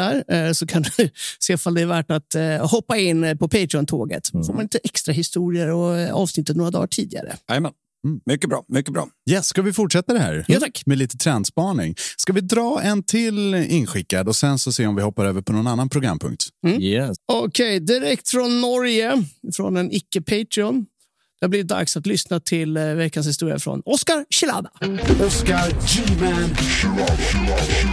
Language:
Swedish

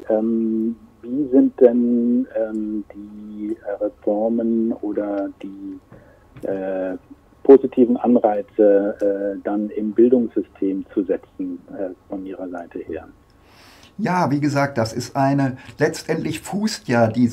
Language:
German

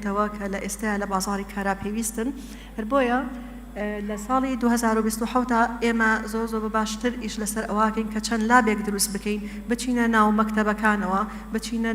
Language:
Central Kurdish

